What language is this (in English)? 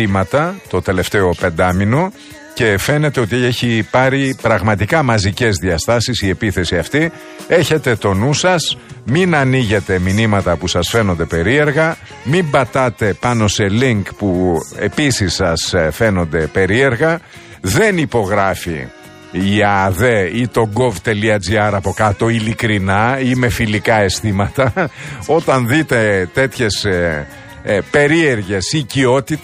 Greek